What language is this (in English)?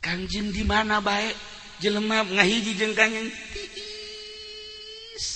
Sundanese